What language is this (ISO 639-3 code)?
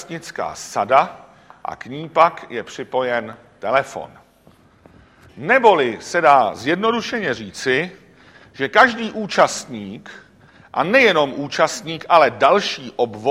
ces